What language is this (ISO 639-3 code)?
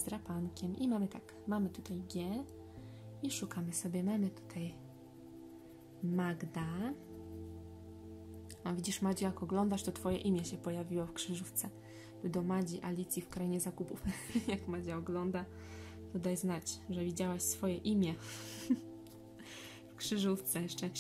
pol